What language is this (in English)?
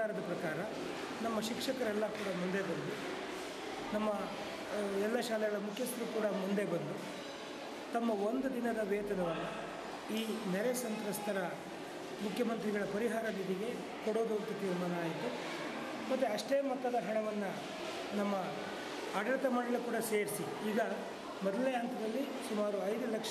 Kannada